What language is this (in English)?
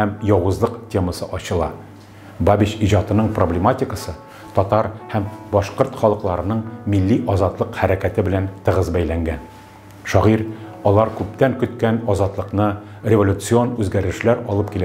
Tatar